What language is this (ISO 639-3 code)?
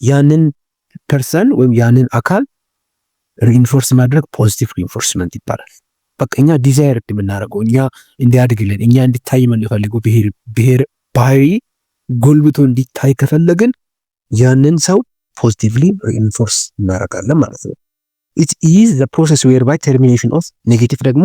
amh